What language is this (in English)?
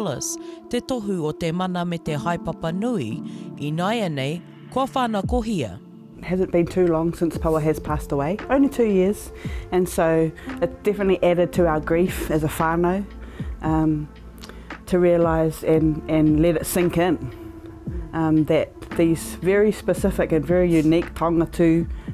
Māori